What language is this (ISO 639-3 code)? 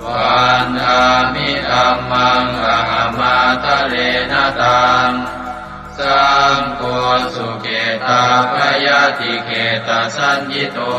pli